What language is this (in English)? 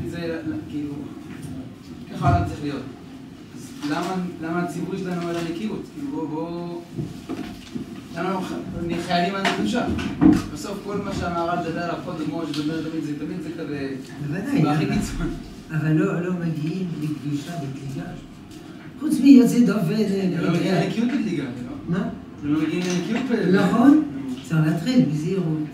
Hebrew